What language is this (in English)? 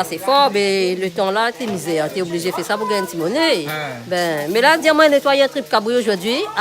Réunion Creole French